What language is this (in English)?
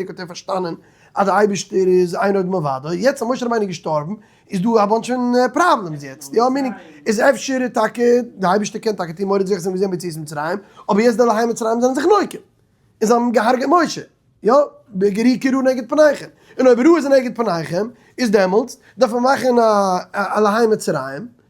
Yiddish